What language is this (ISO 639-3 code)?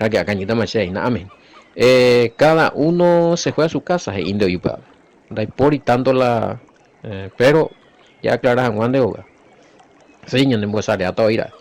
grn